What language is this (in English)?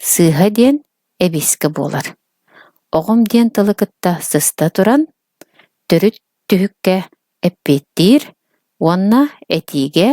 Yakut